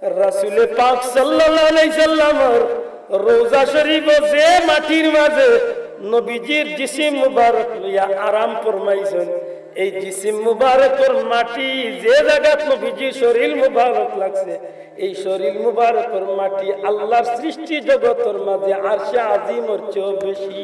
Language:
Sylheti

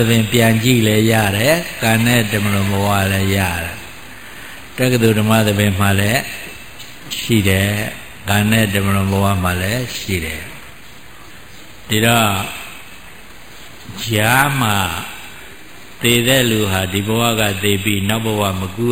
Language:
Burmese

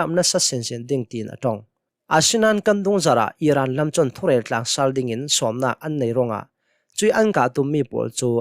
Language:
Hakha Chin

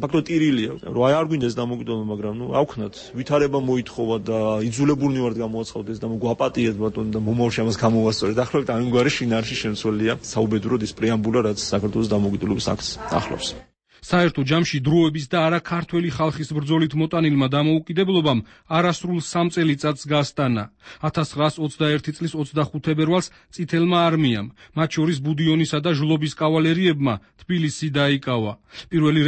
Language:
Georgian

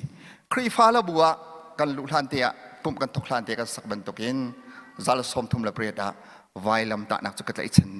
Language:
Hakha Chin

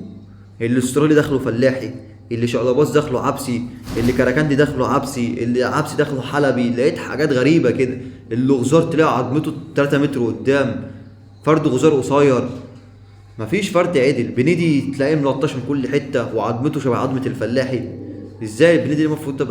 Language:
Egyptian Arabic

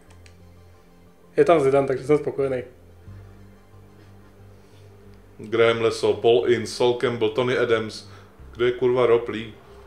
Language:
Czech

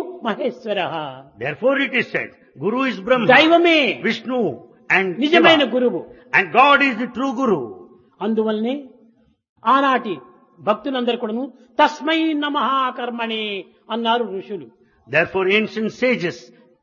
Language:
Telugu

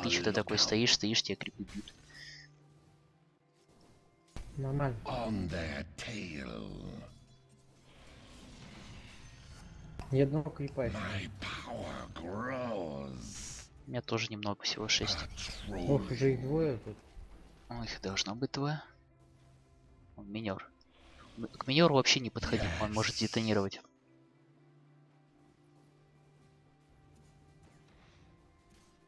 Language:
Russian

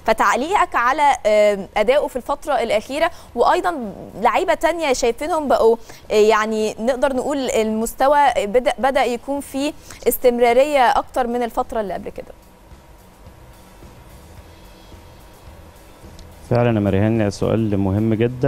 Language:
Egyptian Arabic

